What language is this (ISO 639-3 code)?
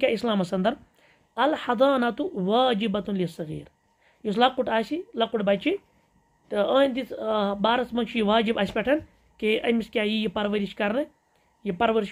kas